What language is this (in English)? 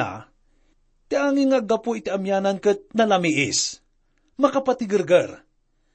Iloko